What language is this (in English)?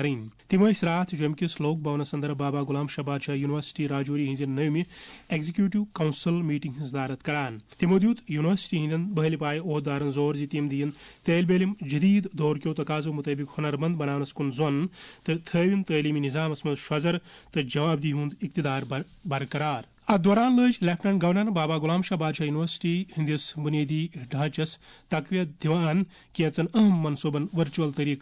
Kashmiri